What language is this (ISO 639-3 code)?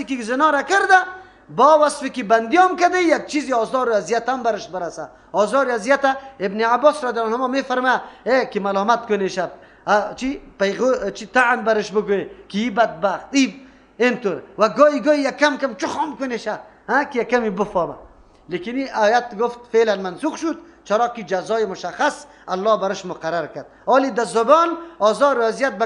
fas